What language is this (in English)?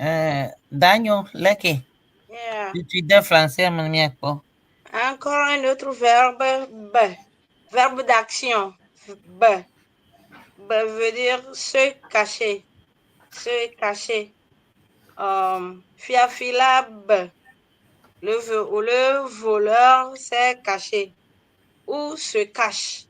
Ewe